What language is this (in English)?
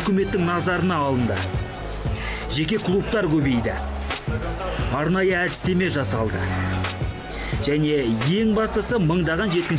Kazakh